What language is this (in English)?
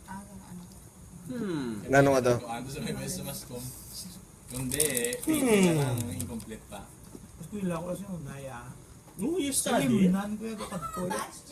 Hiligaynon